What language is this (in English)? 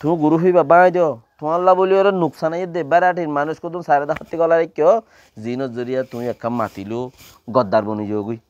Rohingya